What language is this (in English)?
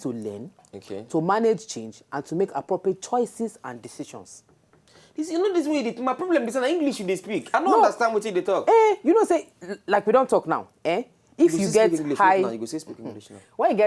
Nigerian Pidgin